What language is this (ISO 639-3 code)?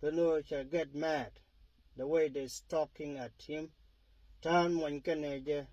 nus